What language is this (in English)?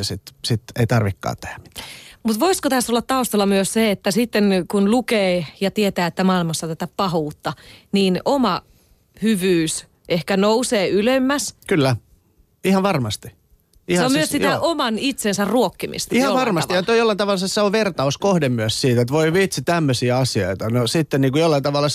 Finnish